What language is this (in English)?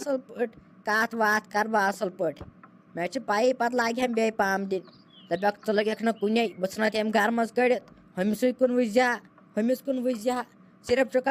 Kashmiri